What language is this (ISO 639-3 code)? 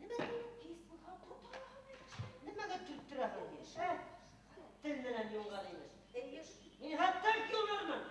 bak